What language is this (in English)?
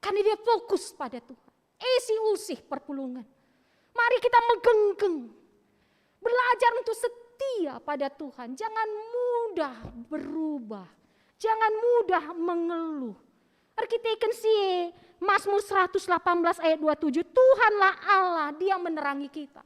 Batak Karo